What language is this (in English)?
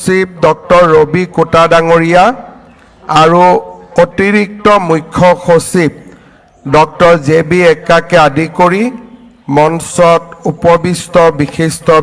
Assamese